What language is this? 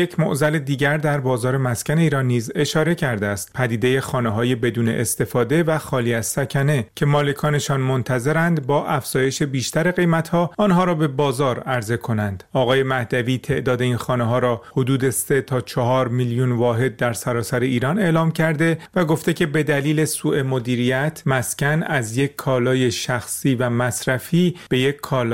Persian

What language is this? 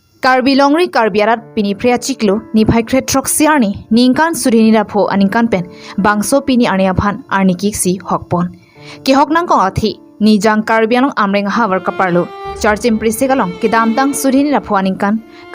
Karbi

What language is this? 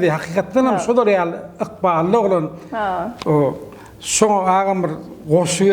Turkmen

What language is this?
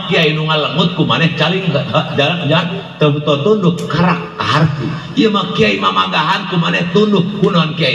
Sundanese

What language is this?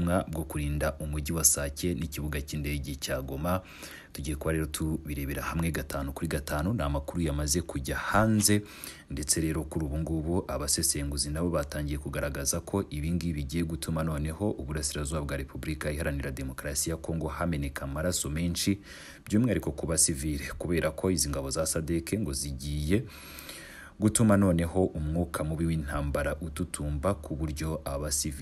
Kinyarwanda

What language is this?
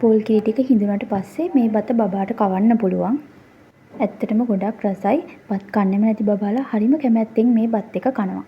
Sinhala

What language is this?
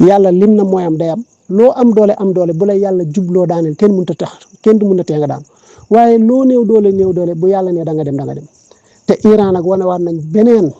Wolof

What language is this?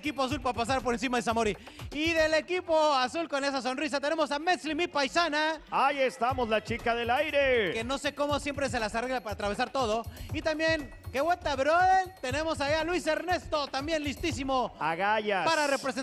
Spanish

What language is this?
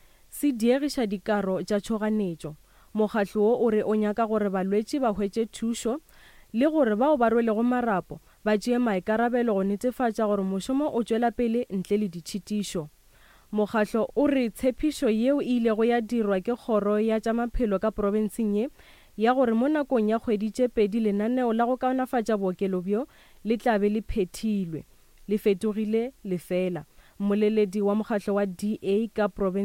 Northern Sotho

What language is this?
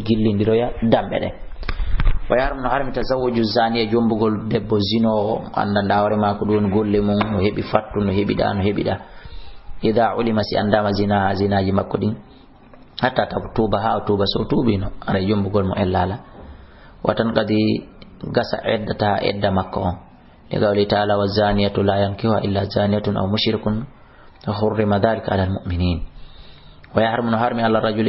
Fula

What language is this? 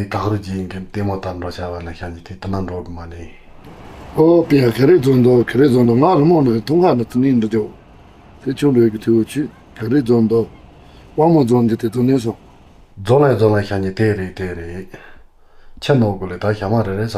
Tibetan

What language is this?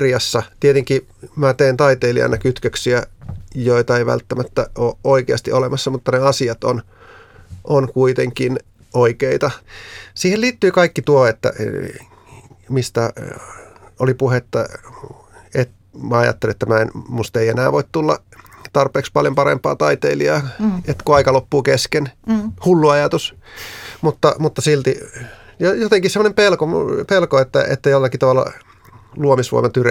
Finnish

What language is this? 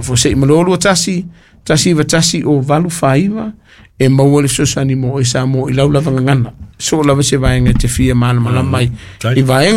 Samoan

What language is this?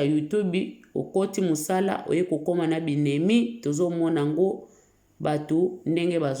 Lingala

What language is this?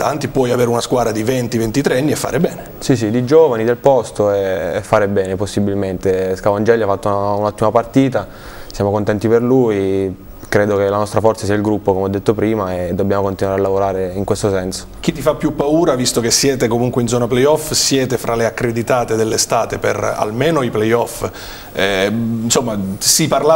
Italian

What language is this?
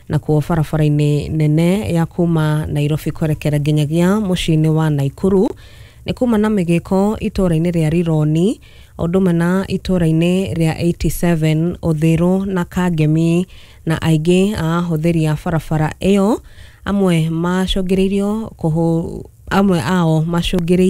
Kikuyu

